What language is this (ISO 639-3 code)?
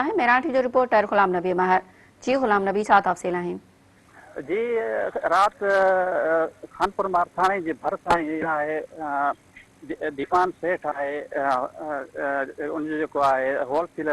snd